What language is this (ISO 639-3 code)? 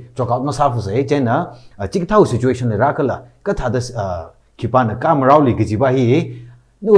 nmf